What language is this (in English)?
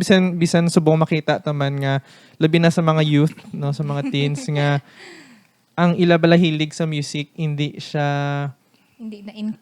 Hiligaynon